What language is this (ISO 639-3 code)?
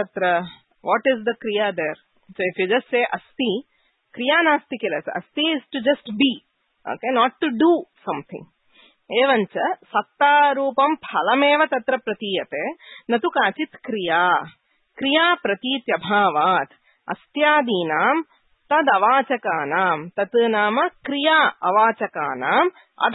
san